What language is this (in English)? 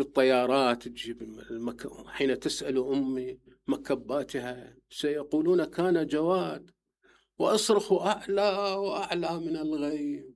Mesopotamian Arabic